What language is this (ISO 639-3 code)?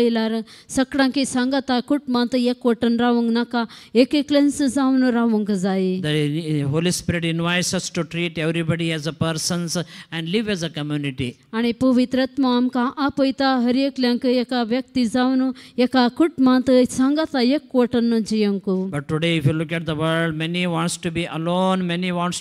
kok